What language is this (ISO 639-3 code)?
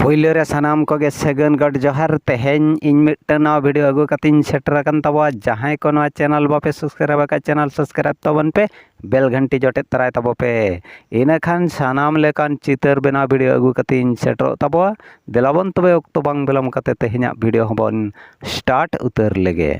sat